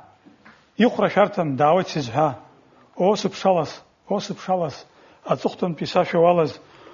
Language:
Abkhazian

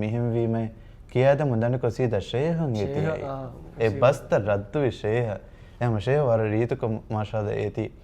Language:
Divehi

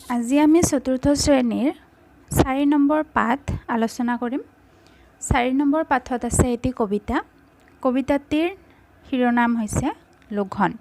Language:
Assamese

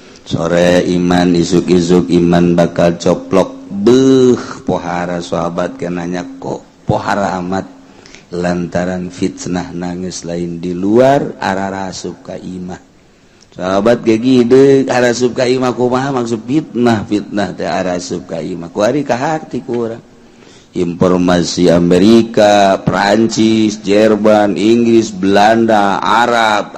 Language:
Sundanese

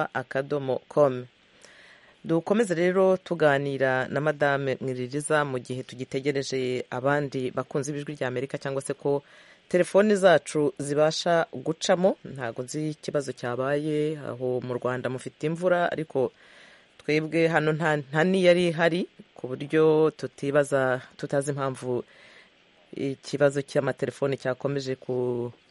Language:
Kinyarwanda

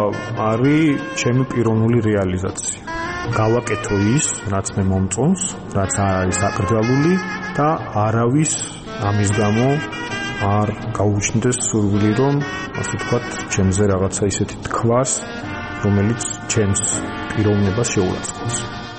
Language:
Georgian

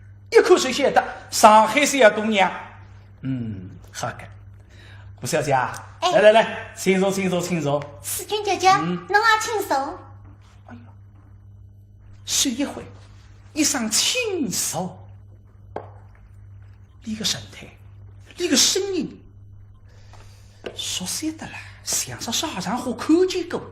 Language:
Wu Chinese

